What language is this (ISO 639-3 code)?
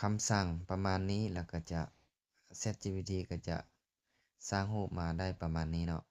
lao